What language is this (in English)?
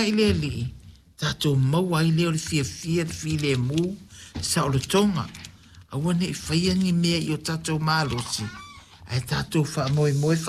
Samoan